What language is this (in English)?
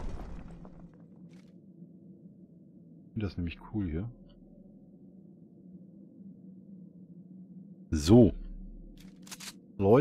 German